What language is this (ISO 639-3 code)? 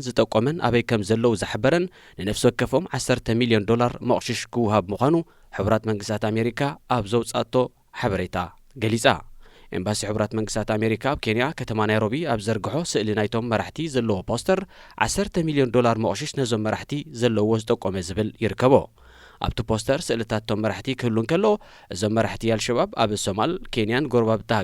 tir